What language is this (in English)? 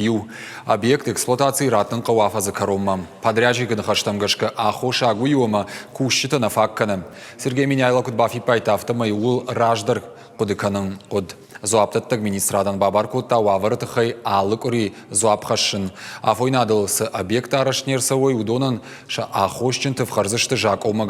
Ossetic